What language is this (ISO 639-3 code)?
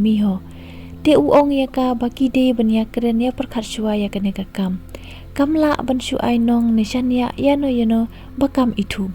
kha